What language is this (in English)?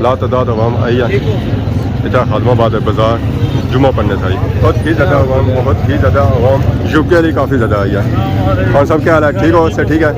Pahari-Potwari